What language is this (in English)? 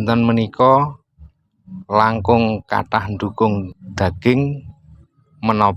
Javanese